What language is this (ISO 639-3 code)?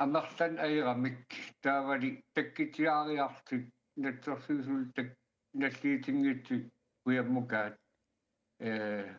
kal